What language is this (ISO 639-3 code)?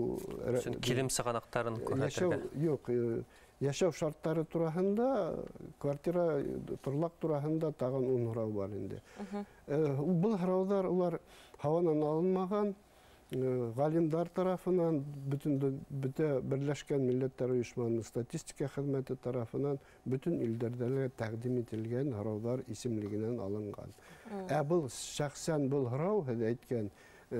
bak